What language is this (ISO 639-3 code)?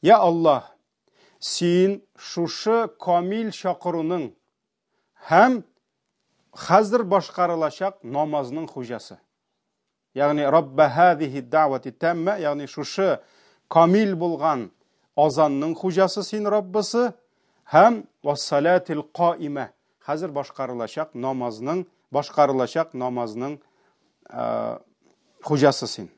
tat